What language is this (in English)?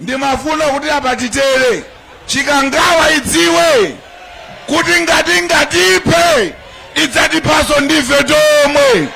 Nyanja